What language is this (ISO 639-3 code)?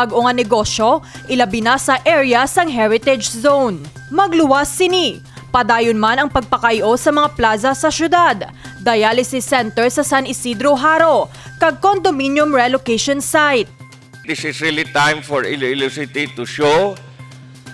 hil